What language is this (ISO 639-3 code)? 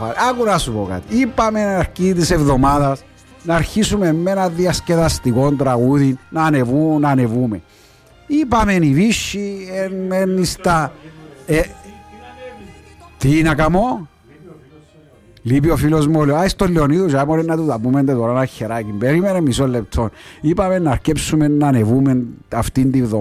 ell